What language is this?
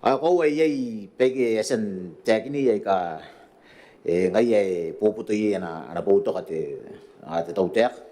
Gilbertese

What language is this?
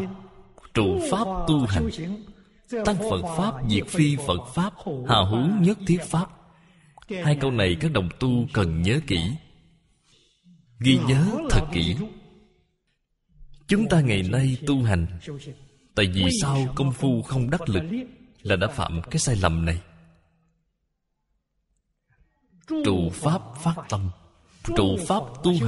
Vietnamese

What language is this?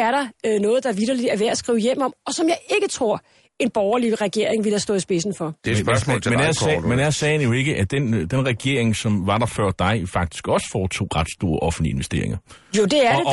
Danish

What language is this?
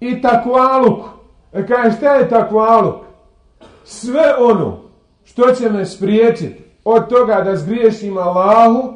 Bosnian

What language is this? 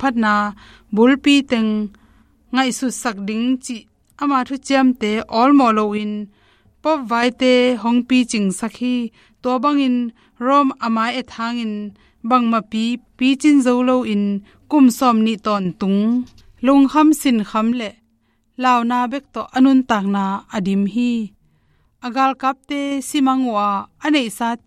Tedim Chin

